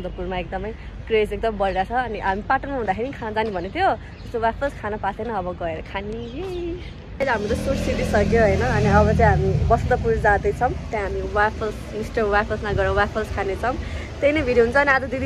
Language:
Nepali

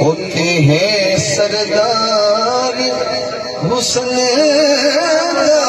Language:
Saraiki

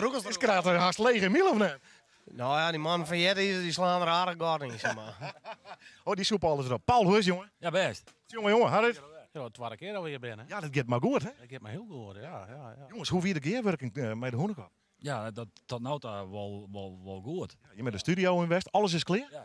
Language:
Western Frisian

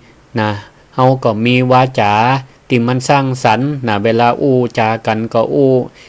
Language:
Northern Thai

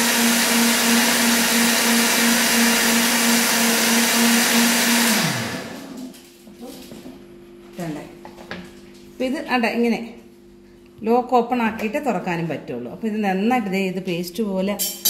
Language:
Malayalam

